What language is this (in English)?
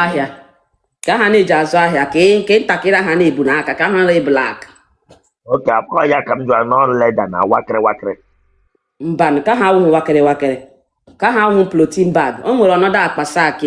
Igbo